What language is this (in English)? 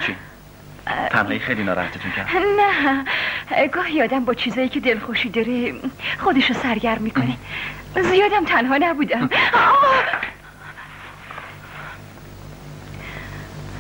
Persian